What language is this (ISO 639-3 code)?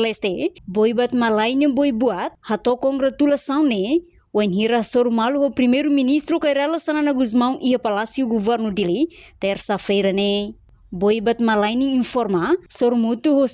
tet